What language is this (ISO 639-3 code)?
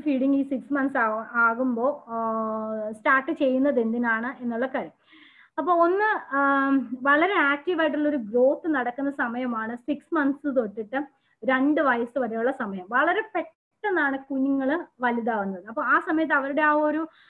mal